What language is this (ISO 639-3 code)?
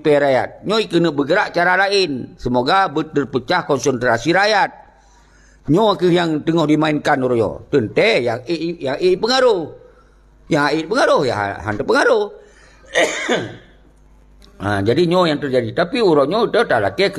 ace